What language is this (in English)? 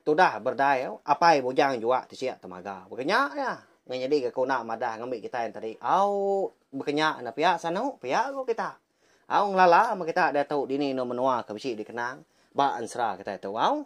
Iban